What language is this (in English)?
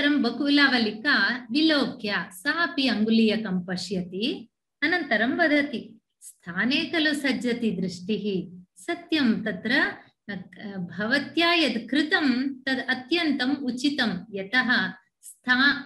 Sanskrit